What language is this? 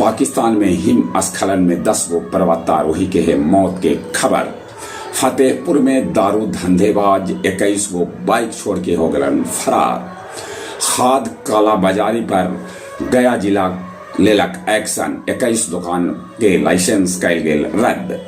Magahi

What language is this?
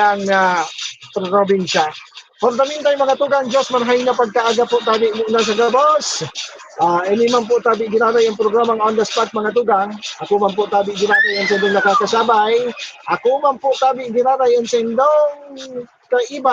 Bikol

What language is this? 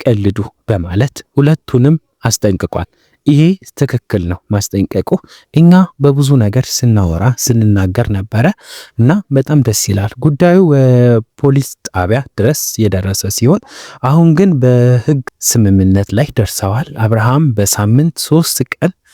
Amharic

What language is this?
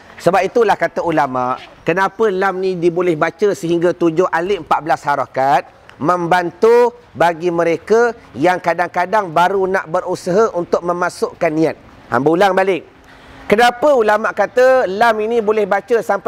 Malay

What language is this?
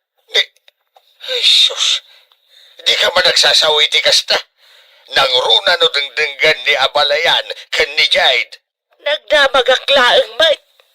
Iloko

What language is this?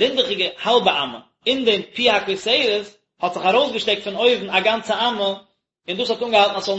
Yiddish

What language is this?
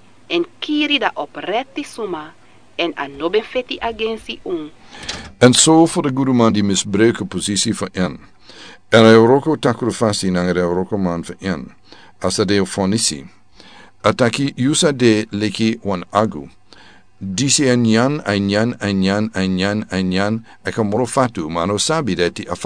Sranan Tongo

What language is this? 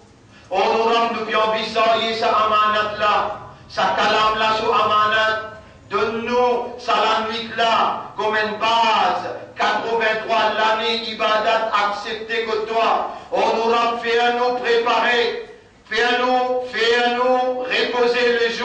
Morisyen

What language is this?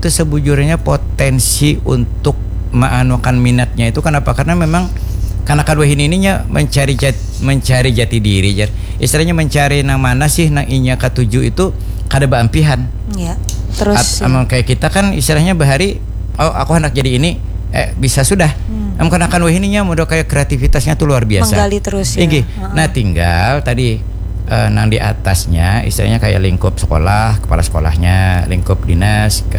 Banjar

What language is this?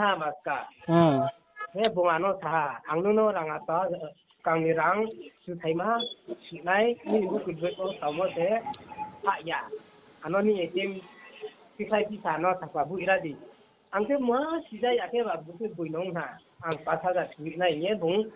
Riang (India)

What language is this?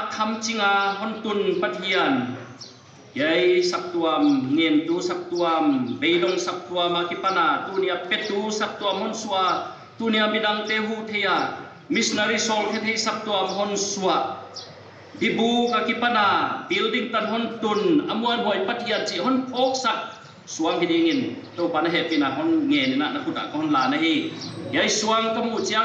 Paite Chin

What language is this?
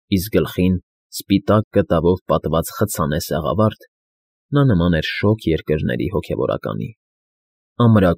Armenian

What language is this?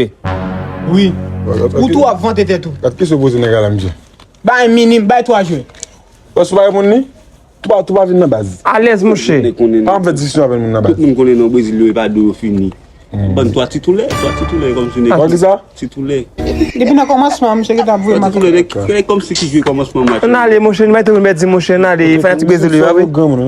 Haitian Creole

